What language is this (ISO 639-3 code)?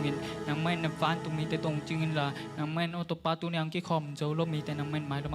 ctd